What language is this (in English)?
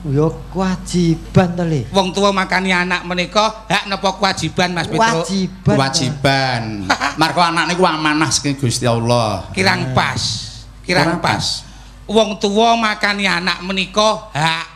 Javanese